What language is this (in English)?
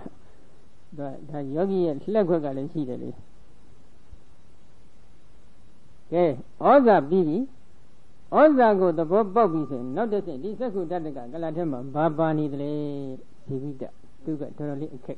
Burmese